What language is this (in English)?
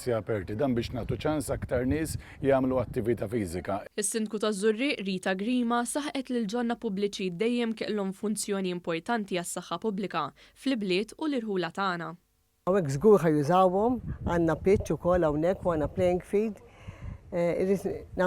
Maltese